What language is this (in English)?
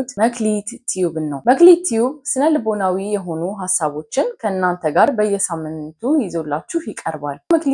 Amharic